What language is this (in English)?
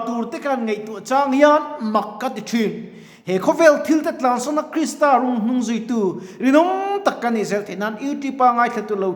Mizo